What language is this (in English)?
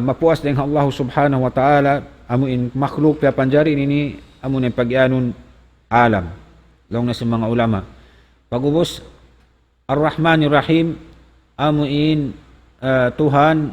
Tausug